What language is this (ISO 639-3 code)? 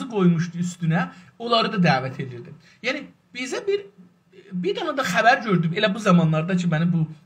azb